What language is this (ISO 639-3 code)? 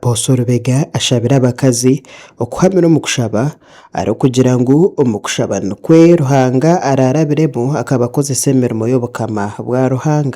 nyn